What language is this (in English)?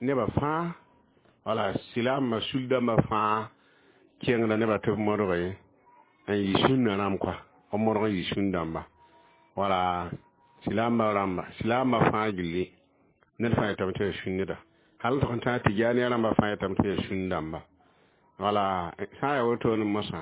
Mossi